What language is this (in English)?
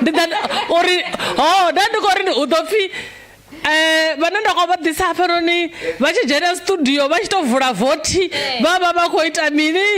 Venda